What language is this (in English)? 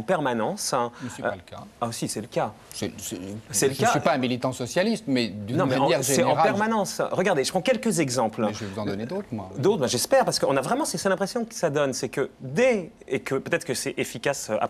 French